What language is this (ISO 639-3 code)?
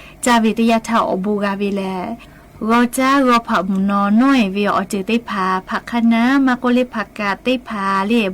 lhu